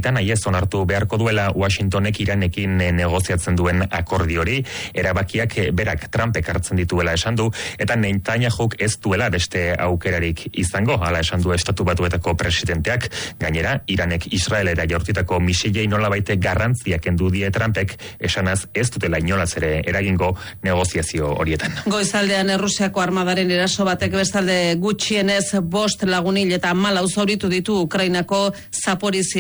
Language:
Basque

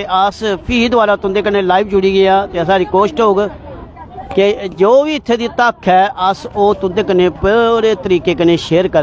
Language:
Dogri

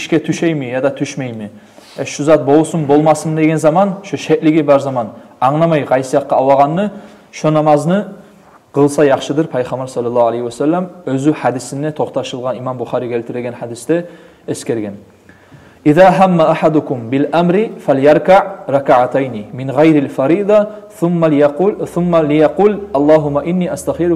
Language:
Kumyk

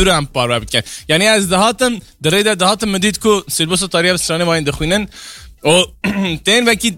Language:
Kurdish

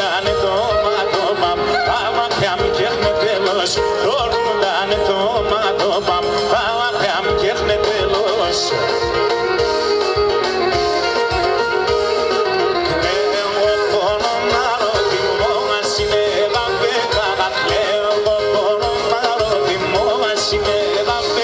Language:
Greek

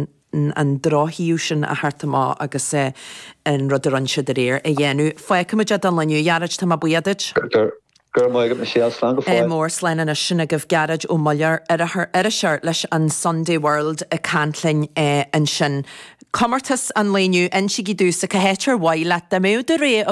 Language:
Irish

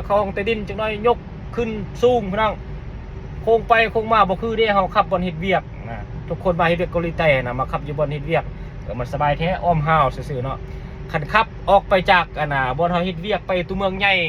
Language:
Lao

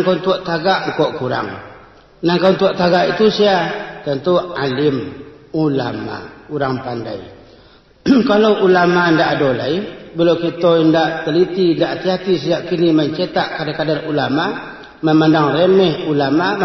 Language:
Minangkabau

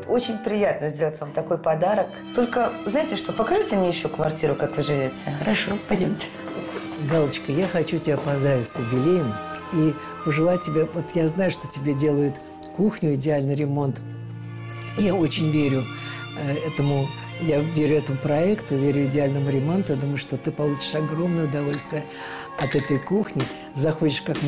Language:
Russian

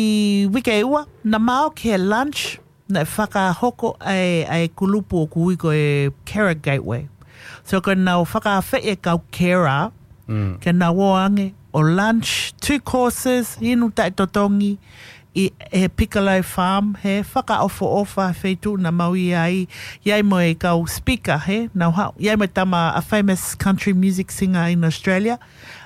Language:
Tongan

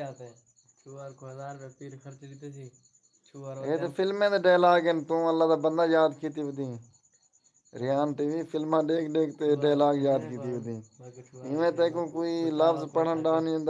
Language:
Saraiki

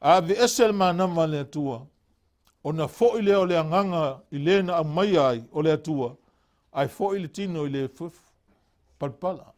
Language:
Samoan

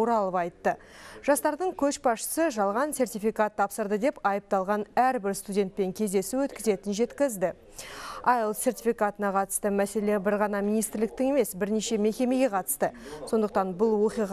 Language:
Kazakh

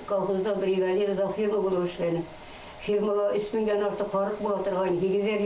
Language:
Bashkir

